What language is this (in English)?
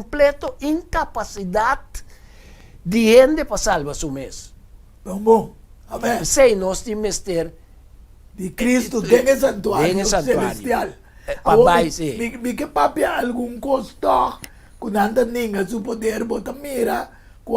Papiamento